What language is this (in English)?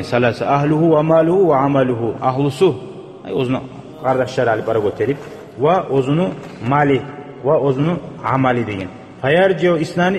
Kumyk